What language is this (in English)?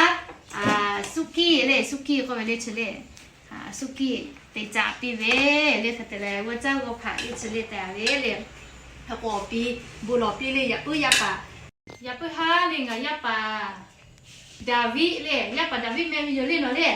Lahu